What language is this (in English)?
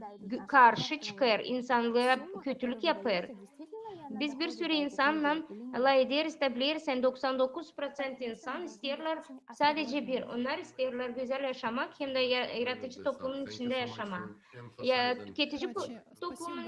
Gagauz